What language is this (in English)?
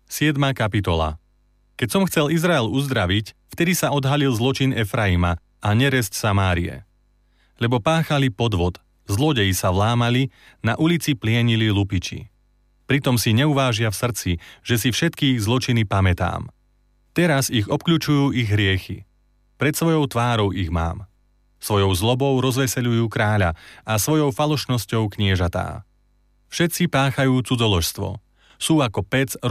Slovak